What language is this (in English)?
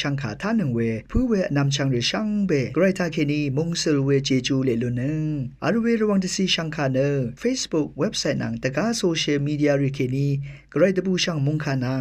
Rawang